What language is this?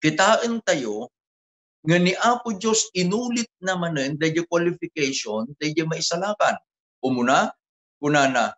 Iloko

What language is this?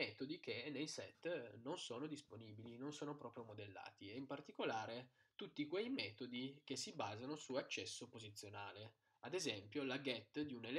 Italian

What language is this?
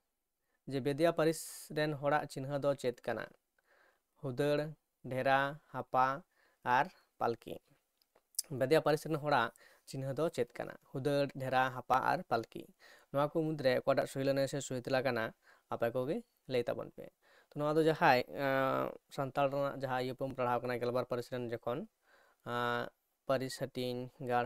Santali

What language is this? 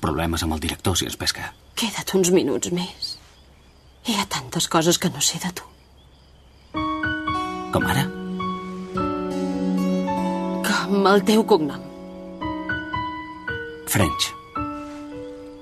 Catalan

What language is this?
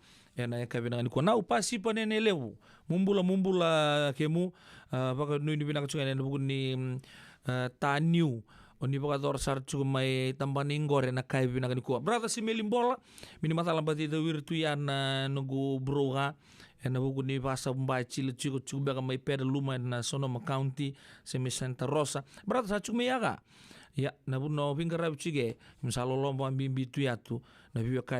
Fijian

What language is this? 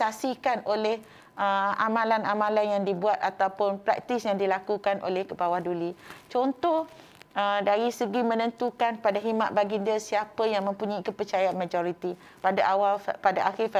Malay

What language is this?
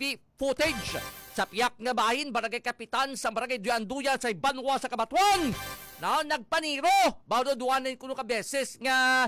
Hiligaynon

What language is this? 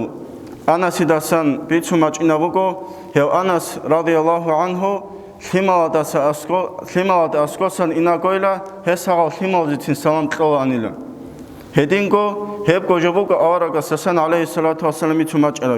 Avaric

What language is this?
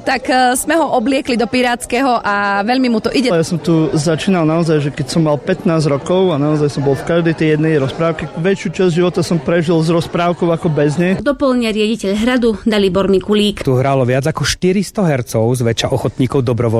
Slovak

